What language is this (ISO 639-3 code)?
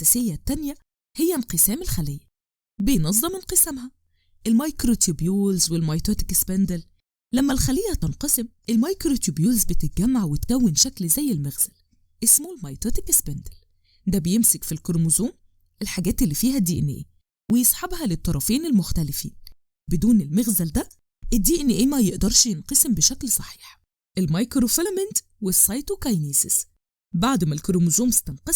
arz